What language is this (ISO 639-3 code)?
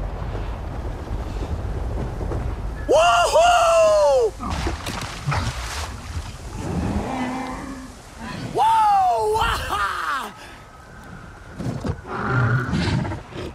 eng